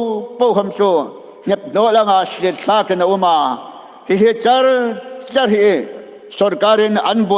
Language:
Hmar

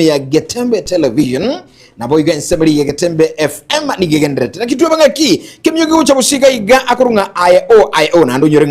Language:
Gusii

